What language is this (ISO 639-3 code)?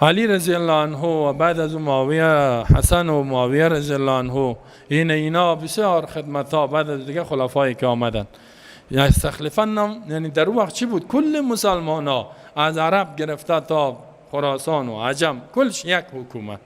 fas